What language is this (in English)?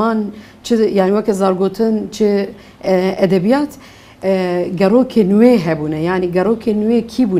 Kurdish